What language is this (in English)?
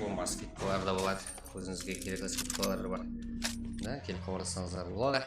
Kara-Kalpak